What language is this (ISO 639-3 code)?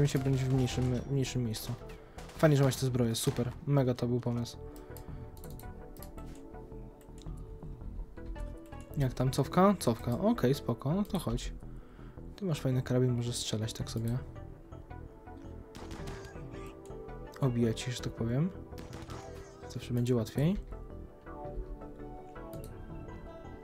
pol